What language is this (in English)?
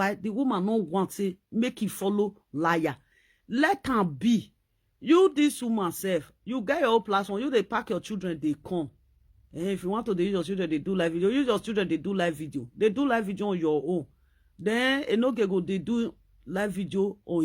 Nigerian Pidgin